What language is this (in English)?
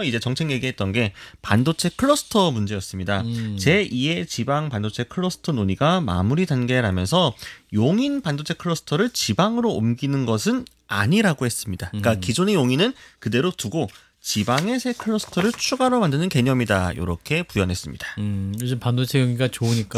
Korean